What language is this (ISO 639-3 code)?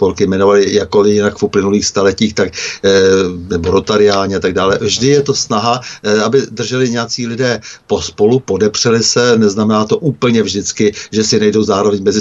ces